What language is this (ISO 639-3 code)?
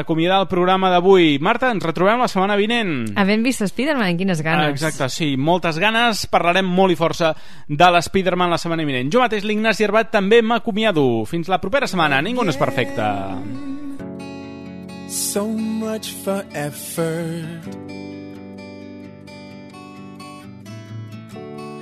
cat